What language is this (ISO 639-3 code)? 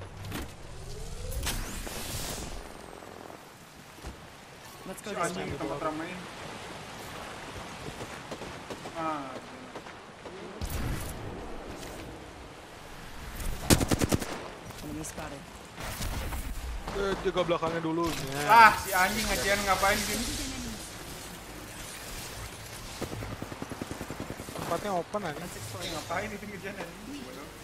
ind